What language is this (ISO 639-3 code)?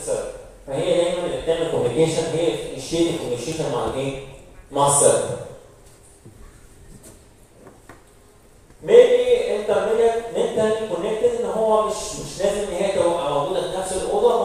arz